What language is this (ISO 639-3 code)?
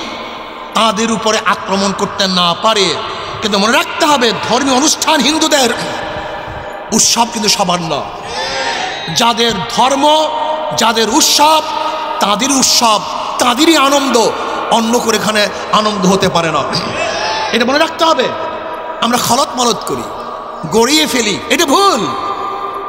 ben